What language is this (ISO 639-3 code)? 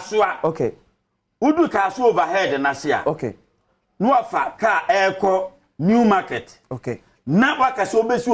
aka